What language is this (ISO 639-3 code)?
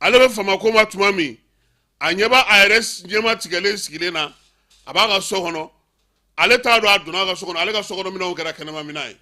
bam